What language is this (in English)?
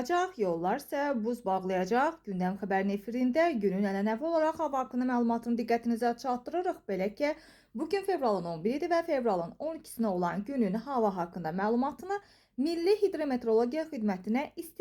Azerbaijani